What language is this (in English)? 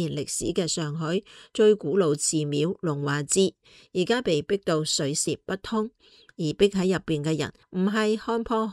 Cantonese